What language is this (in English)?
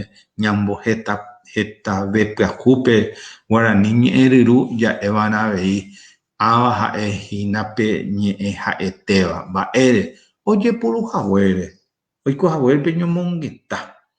Guarani